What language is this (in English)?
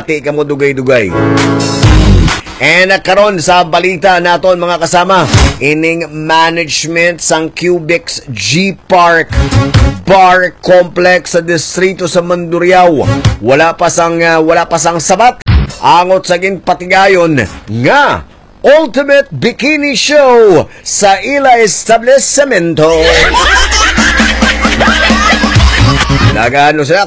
Hiligaynon